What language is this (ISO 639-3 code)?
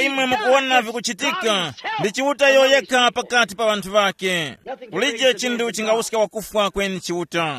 tum